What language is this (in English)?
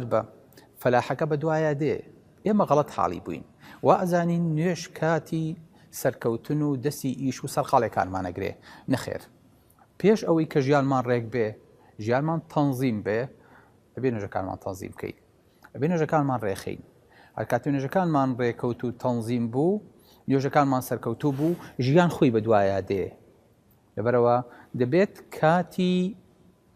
Central Kurdish